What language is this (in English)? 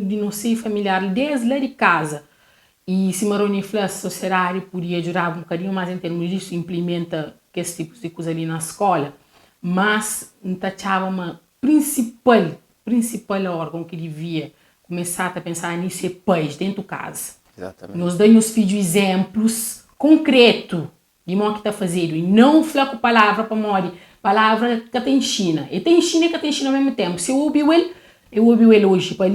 Kabuverdianu